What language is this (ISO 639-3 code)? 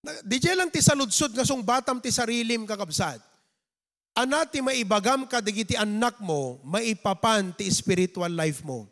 ilo